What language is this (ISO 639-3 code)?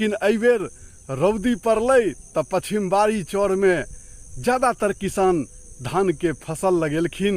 mai